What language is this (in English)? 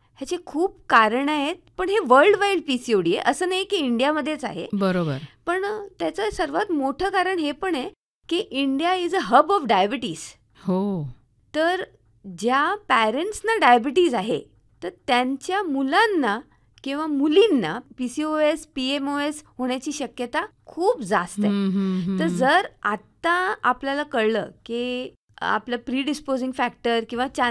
Marathi